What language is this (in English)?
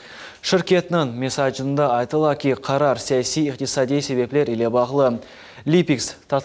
Crimean Tatar